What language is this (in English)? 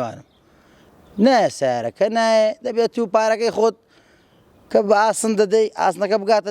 Central Kurdish